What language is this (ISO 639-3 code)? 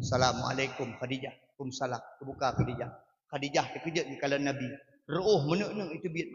ace